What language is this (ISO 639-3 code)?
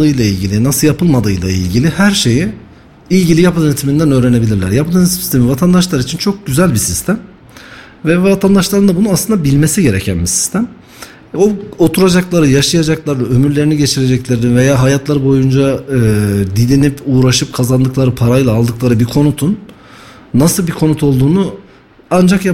tur